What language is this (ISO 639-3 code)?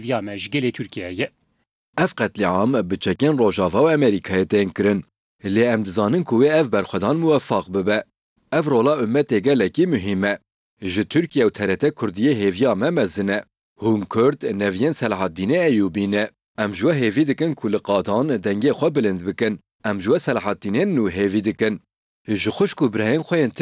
kur